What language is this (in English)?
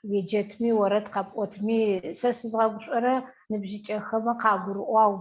Adyghe